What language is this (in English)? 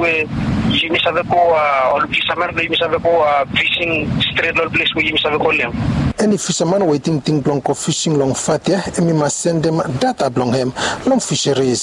Bislama